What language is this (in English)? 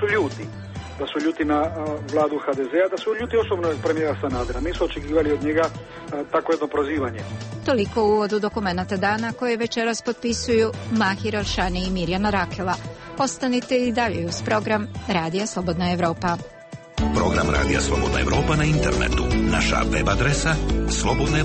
Bosnian